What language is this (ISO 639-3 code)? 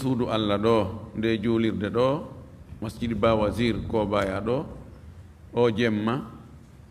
ful